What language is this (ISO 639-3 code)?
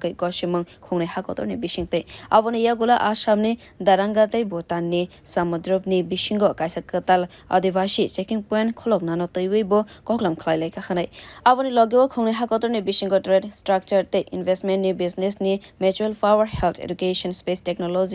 trp